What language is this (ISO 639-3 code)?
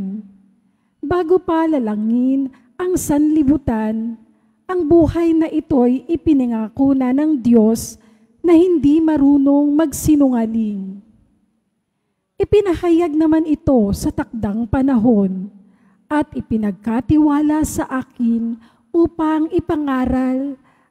fil